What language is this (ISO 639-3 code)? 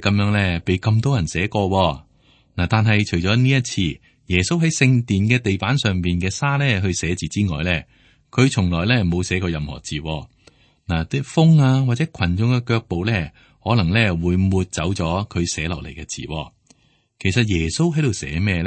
yue